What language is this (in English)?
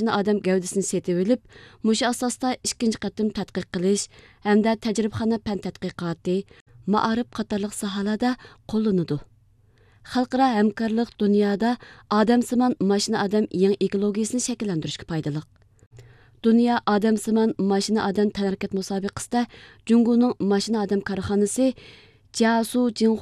Uyghur